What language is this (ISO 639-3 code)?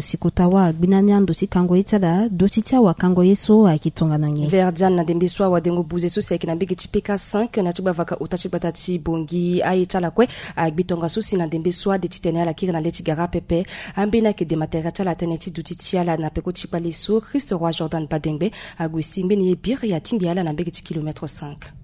sag